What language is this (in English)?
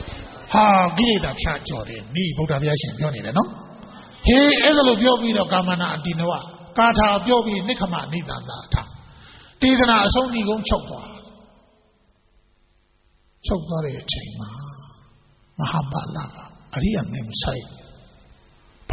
Burmese